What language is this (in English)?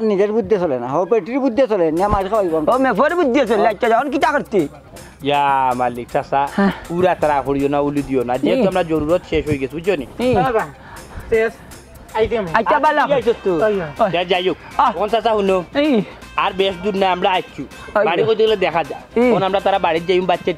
Sylheti